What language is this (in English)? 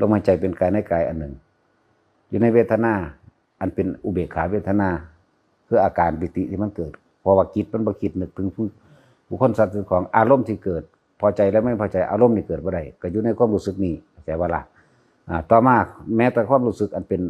Northeastern Thai